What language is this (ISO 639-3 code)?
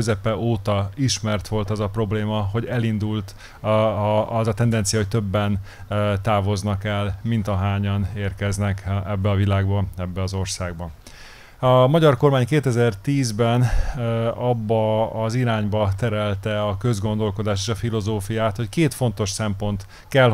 hun